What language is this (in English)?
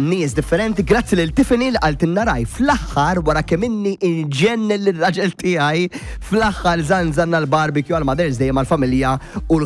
Maltese